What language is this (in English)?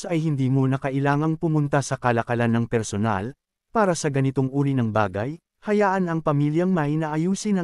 Filipino